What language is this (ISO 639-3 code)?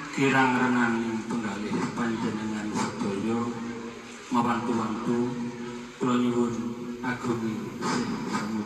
jav